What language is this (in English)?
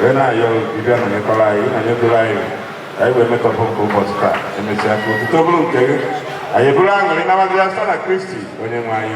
Igbo